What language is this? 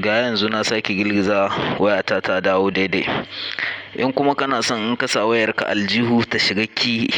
Hausa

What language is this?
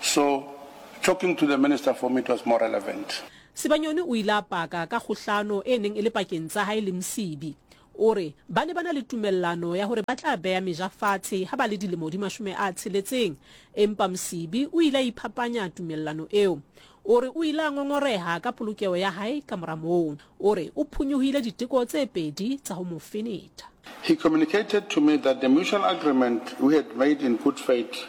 Southern Sotho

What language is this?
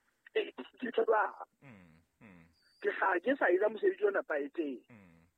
Southern Sotho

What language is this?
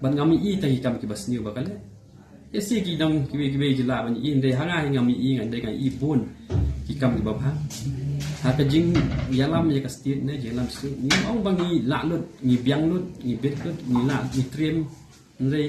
Khasi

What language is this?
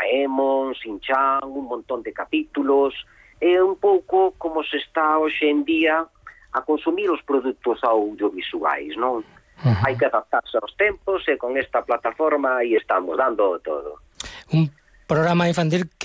Galician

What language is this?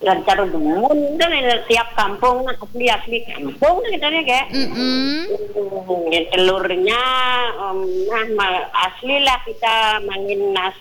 Balinese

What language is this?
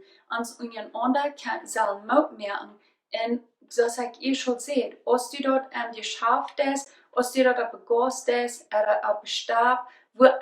Plautdietsch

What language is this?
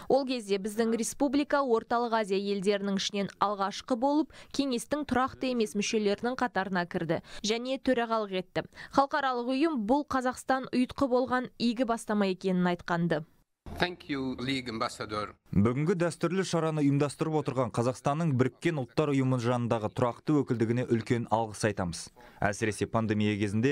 Kazakh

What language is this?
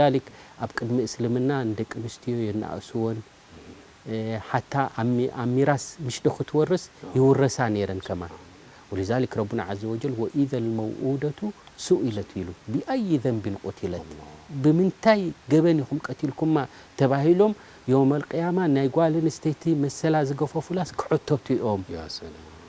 Tigrinya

